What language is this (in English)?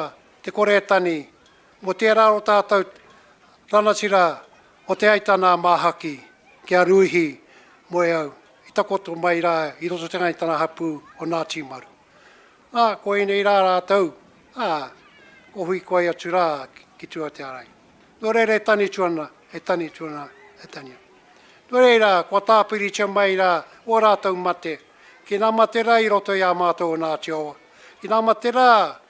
Māori